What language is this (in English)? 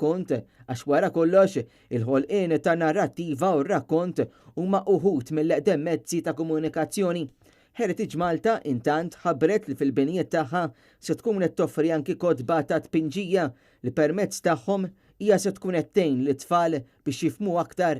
Maltese